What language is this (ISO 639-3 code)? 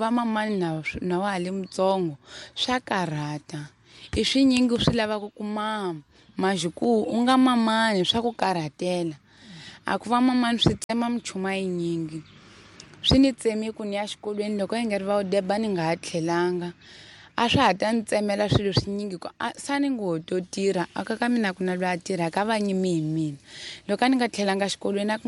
tso